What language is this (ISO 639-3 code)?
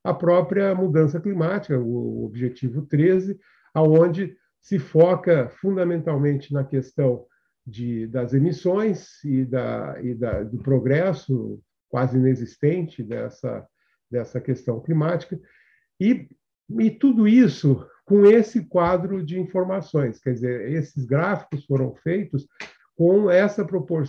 por